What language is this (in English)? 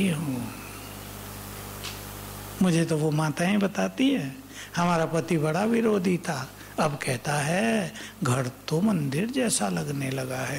Hindi